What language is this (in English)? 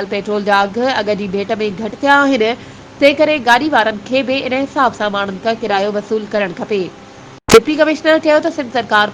Sindhi